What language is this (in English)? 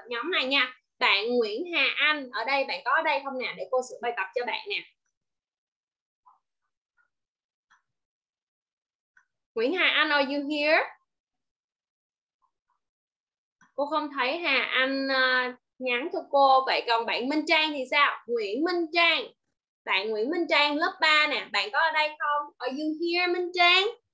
Vietnamese